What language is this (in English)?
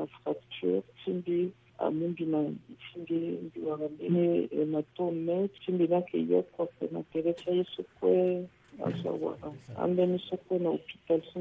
Sango